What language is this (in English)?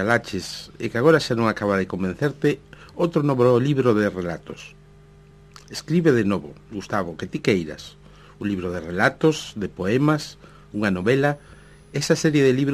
Galician